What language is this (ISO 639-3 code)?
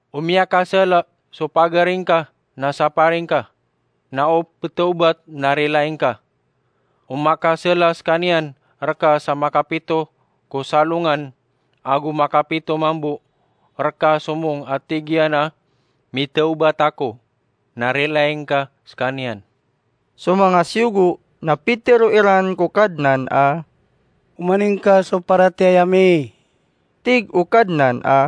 mrw